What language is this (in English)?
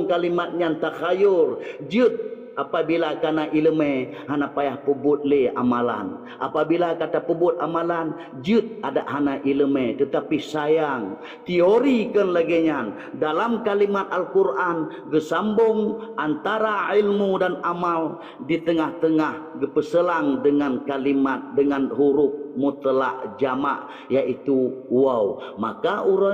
Achinese